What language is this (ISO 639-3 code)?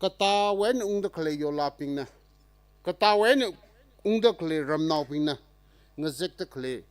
nmf